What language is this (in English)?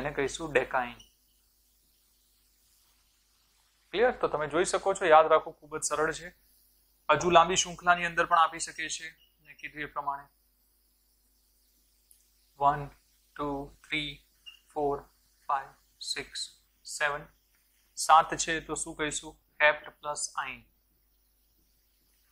Gujarati